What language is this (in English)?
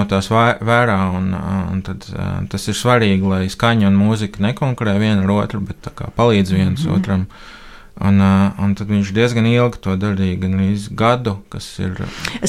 Latvian